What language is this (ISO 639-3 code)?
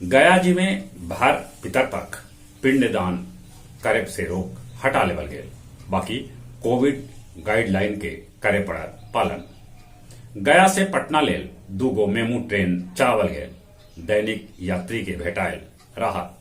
mag